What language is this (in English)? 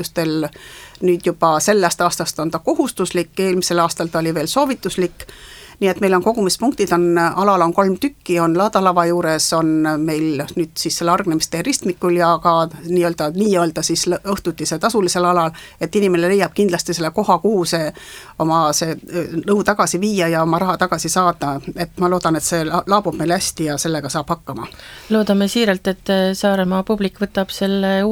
Estonian